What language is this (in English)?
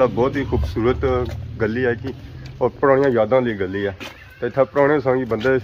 Pahari-Potwari